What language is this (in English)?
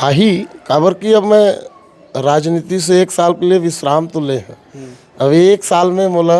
Chhattisgarhi